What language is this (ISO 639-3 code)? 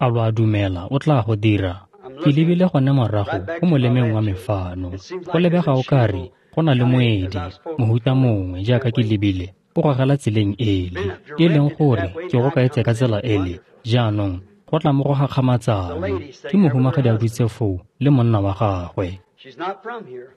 tsn